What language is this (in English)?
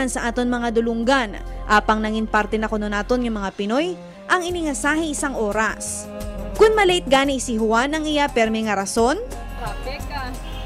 Hiligaynon